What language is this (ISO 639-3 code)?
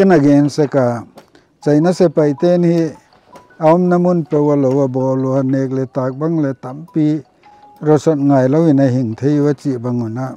pck